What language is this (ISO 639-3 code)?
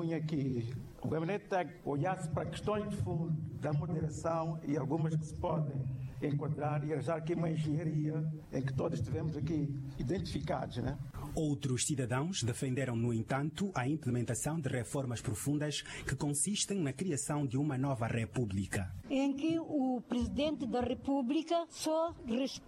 por